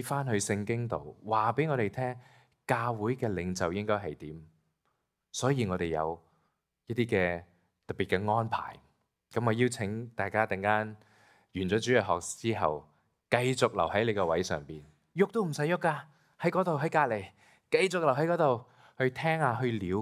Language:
Cantonese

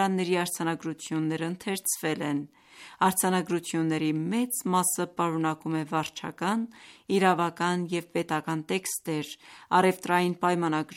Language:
Armenian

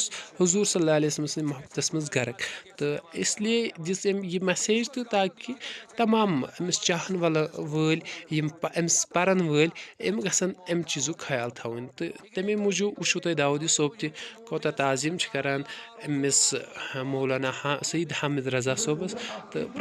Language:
Kashmiri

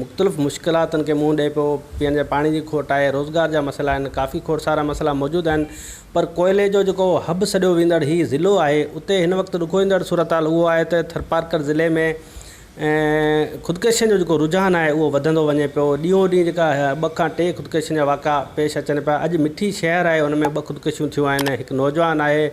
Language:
Sindhi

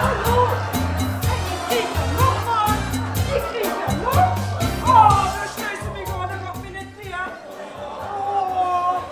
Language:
Limburgish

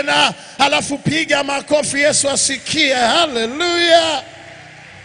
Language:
Swahili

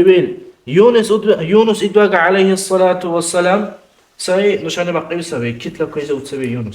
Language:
Dargwa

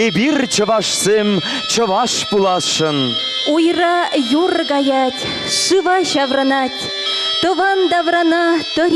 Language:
Chuvash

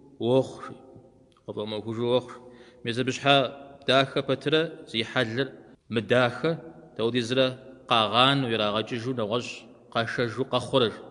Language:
Kabardian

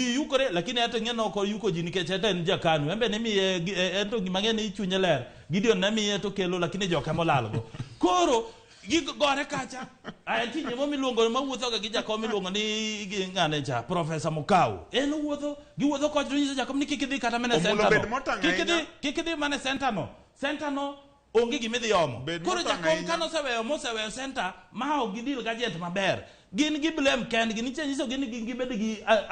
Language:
Luo (Kenya and Tanzania)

